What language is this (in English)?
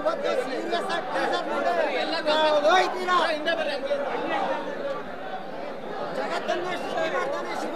Kannada